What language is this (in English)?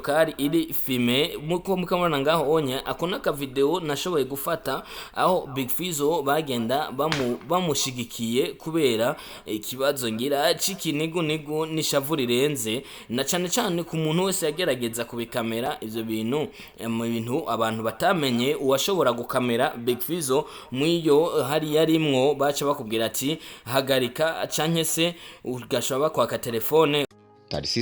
Rundi